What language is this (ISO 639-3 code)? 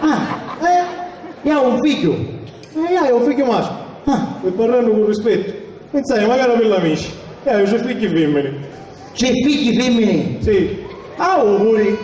scn